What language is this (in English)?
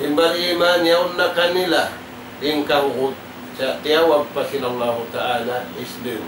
Tausug